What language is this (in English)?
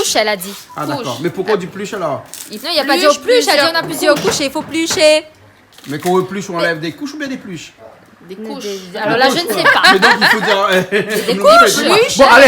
Réunion Creole French